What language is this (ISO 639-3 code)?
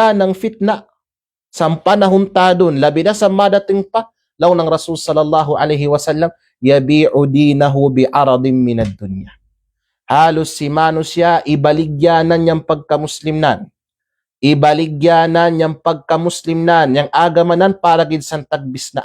kqe